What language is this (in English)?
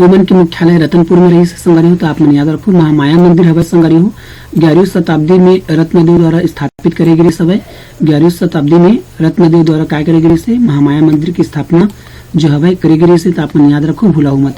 Chhattisgarhi